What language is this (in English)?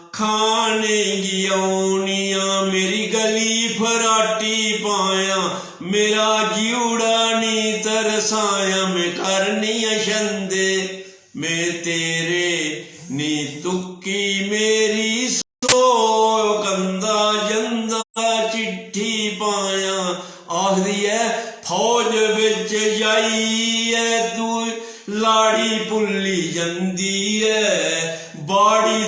Dogri